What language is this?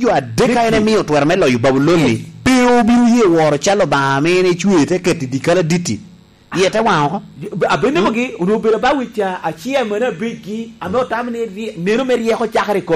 Lango (Uganda)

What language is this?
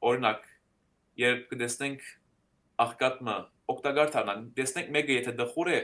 Western Armenian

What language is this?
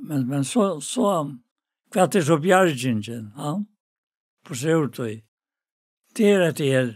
Faroese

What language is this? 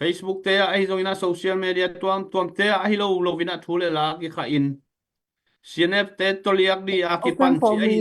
Tedim Chin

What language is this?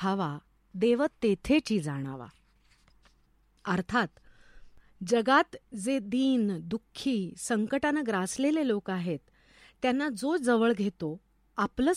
Marathi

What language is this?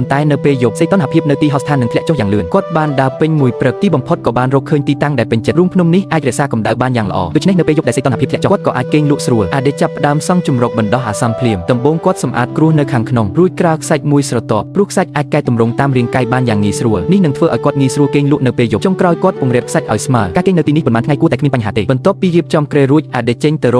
Khmer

